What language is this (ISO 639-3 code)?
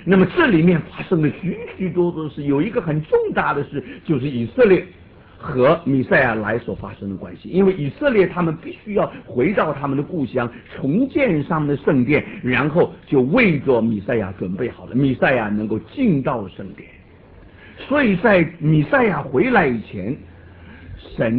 zho